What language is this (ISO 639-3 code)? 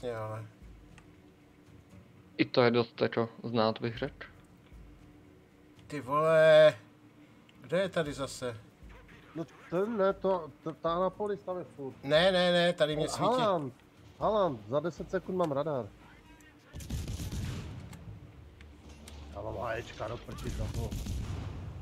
ces